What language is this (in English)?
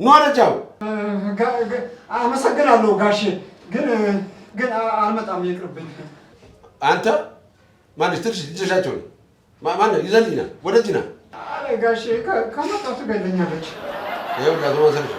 Amharic